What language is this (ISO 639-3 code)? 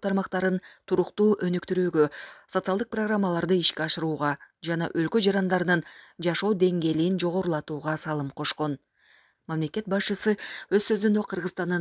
kir